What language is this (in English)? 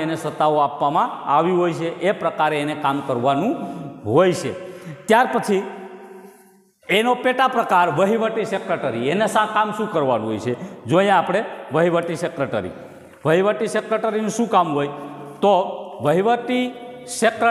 Gujarati